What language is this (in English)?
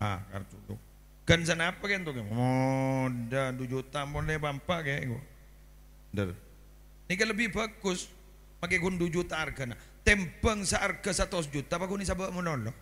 Madurese